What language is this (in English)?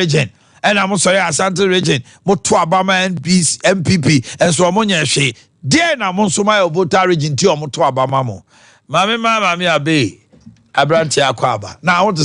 Akan